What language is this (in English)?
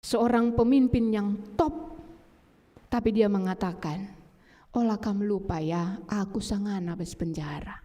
Batak Karo